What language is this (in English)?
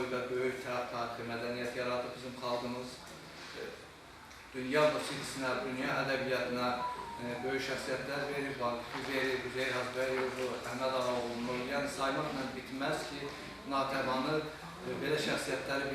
Azerbaijani